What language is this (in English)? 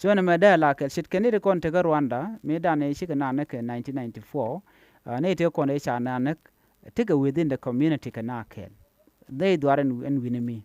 Nuer